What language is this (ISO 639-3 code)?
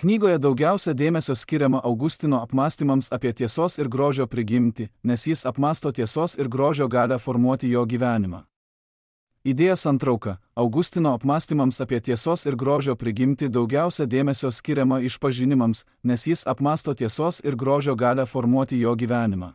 lit